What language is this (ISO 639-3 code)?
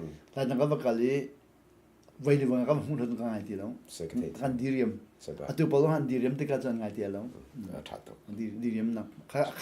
cnh